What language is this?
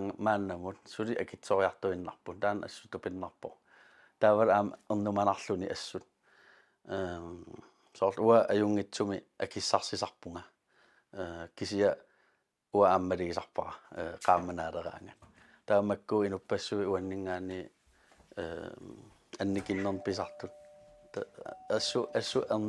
Kalaallisut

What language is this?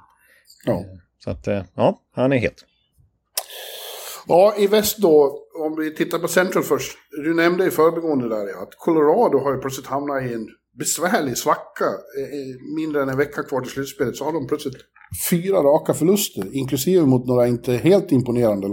Swedish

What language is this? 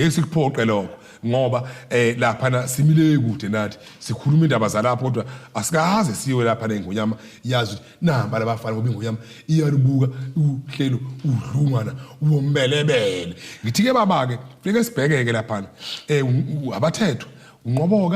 Zulu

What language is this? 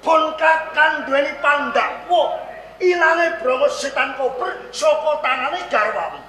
Javanese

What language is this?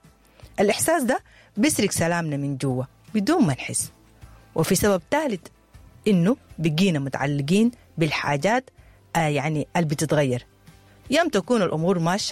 Sudanese Arabic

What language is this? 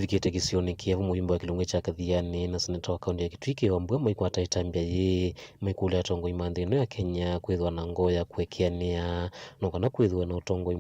Kamba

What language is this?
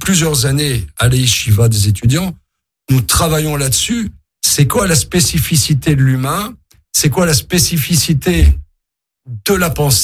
French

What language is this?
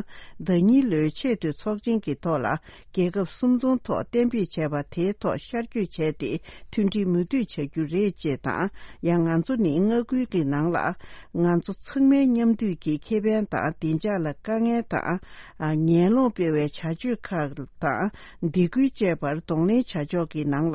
Tibetan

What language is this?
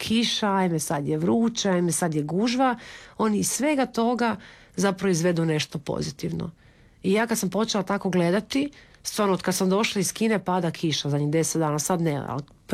Croatian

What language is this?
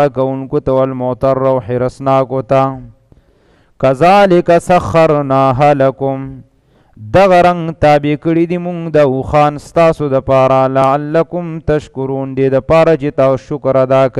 Pashto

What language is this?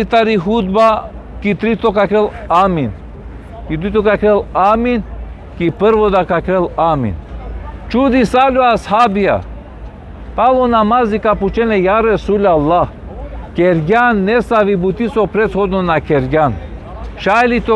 Balkan Romani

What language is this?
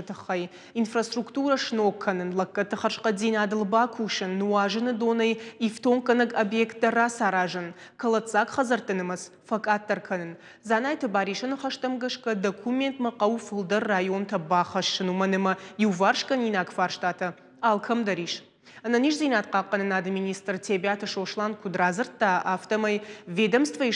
Ossetic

